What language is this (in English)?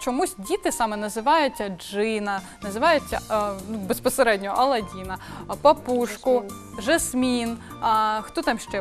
Ukrainian